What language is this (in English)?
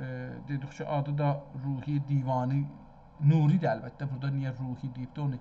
South Azerbaijani